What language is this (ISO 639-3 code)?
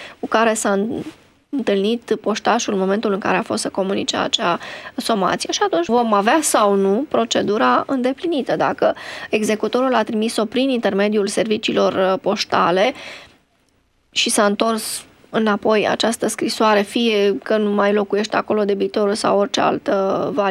ron